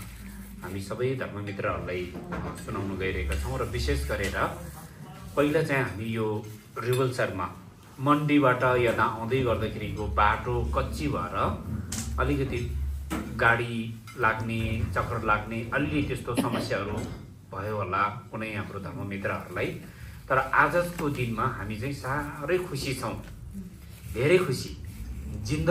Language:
Nepali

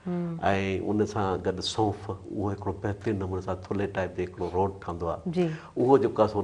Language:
Sindhi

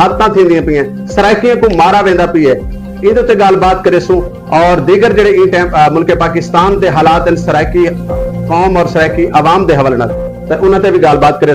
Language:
Saraiki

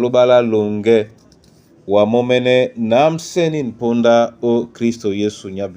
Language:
Duala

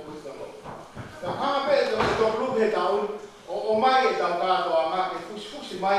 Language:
Tongan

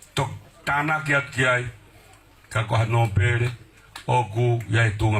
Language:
Tongan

